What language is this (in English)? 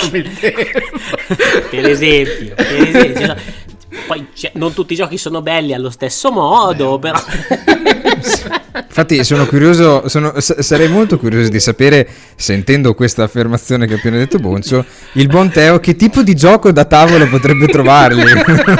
Italian